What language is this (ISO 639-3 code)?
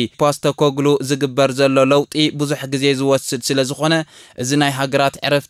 tir